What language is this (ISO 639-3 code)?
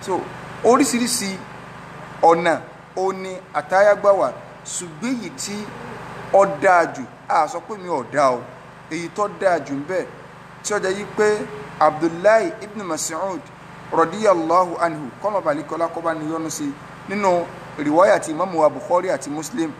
yor